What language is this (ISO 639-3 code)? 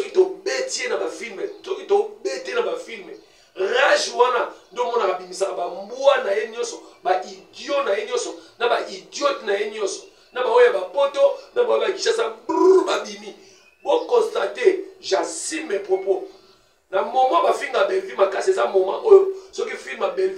lin